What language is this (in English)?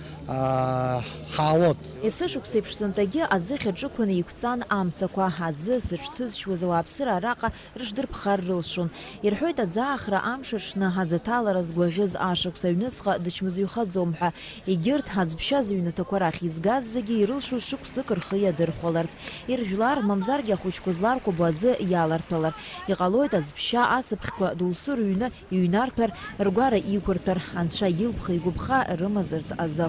Abkhazian